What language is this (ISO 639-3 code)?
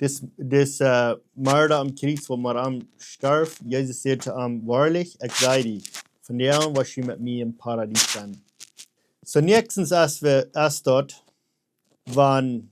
pdt